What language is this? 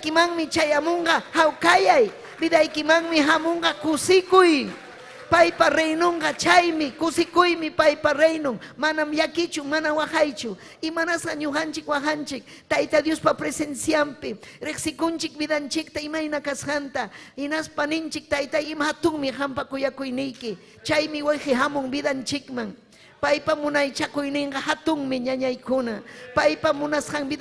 Ayacucho Quechua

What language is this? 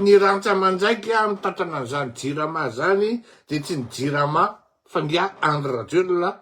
Malagasy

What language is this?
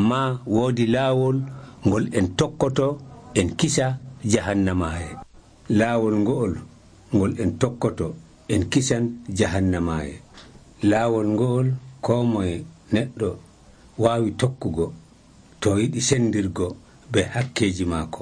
Nigerian Fulfulde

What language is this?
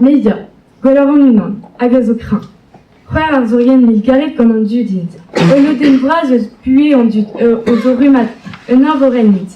Breton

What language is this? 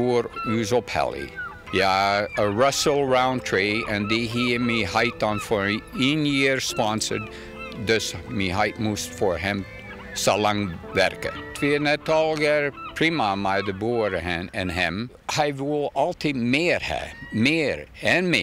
Western Frisian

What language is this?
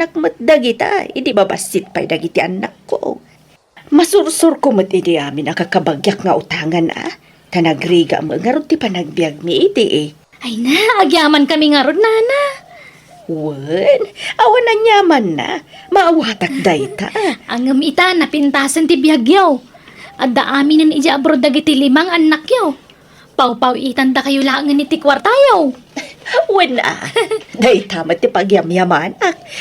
Iloko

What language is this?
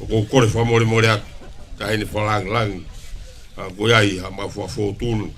Tongan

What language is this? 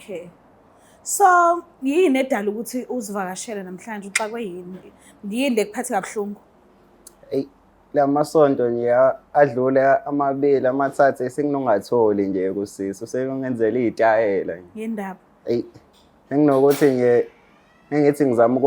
Zulu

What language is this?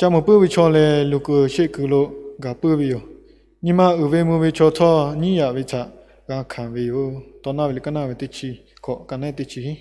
Lahu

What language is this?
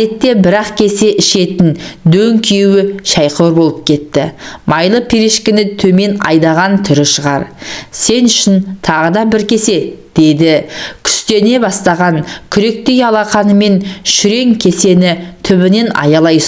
Kazakh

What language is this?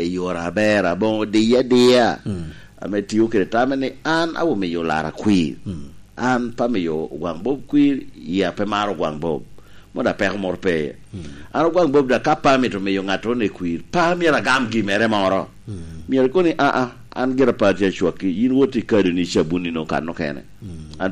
Lango (Uganda)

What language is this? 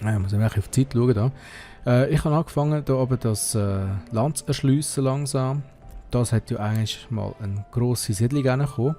Swiss German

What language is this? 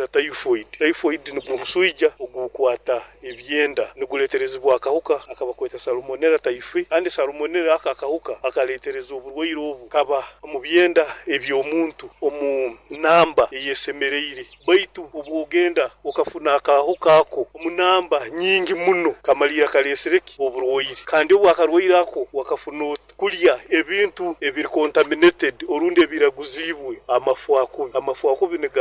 Nyoro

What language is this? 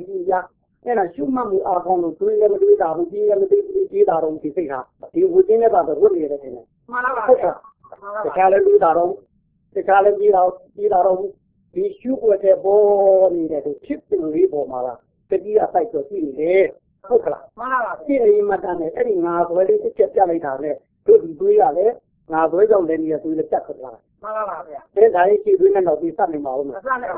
Burmese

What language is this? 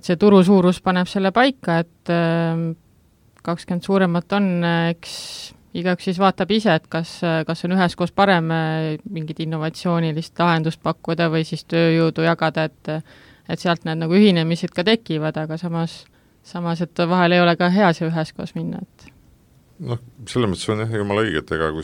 Estonian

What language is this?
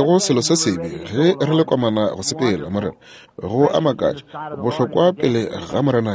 Northern Sotho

